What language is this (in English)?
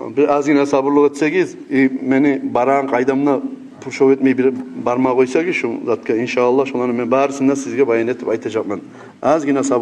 Kumyk